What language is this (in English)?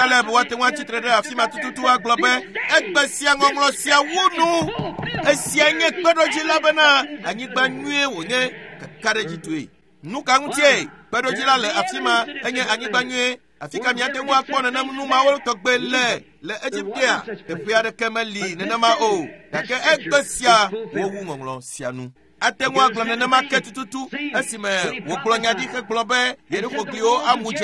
Ewe